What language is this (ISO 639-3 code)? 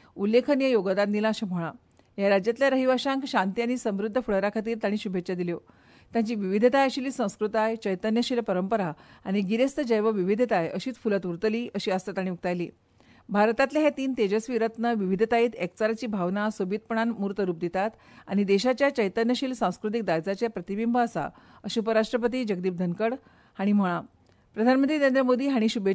kok